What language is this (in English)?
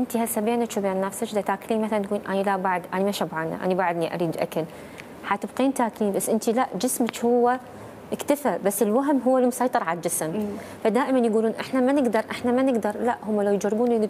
Mesopotamian Arabic